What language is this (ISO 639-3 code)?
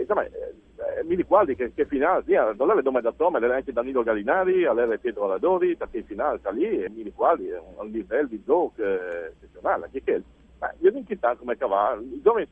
fur